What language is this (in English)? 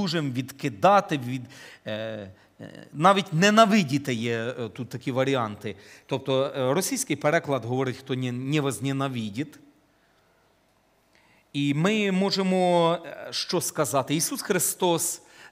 Ukrainian